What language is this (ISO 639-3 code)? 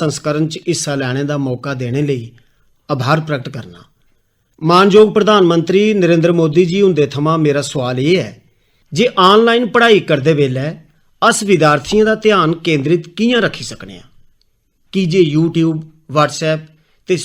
doi